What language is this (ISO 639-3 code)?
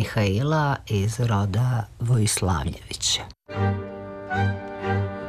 srp